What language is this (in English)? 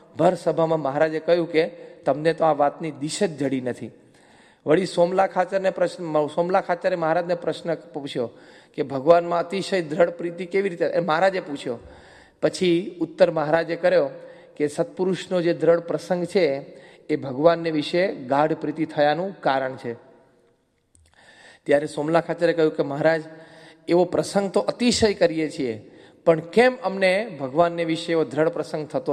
Gujarati